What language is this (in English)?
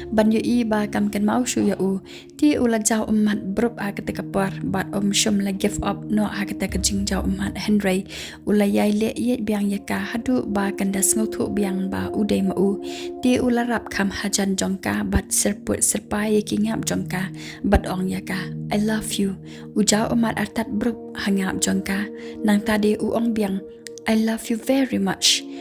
Khasi